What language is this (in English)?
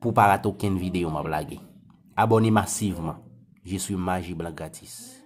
Haitian Creole